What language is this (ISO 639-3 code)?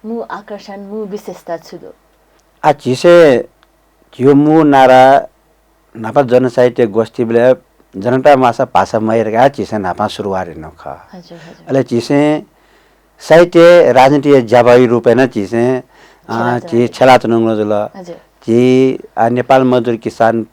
new